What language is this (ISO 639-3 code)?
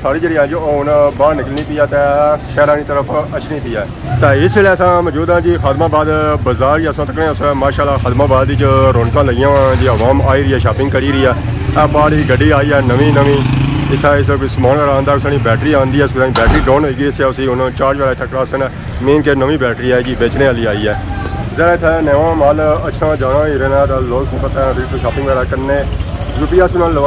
phr